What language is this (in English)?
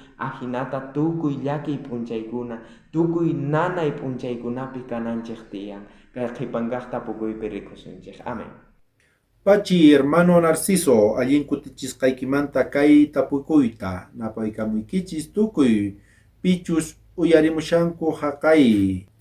South Bolivian Quechua